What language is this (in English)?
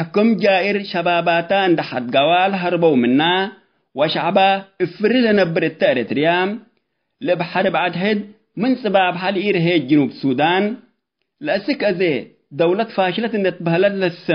Tigre